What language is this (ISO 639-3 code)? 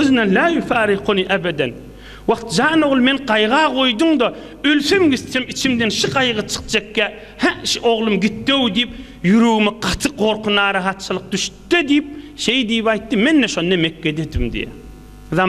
tuk